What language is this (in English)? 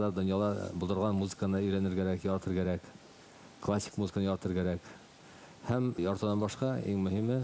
Bashkir